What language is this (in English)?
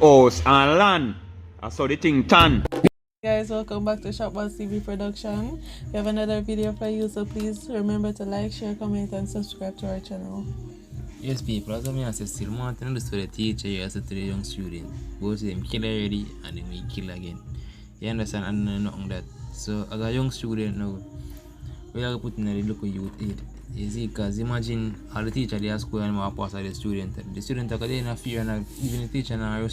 Jamaican Creole English